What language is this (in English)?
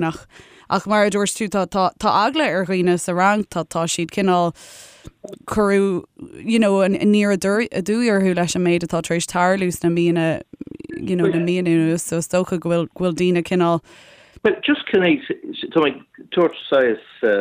Irish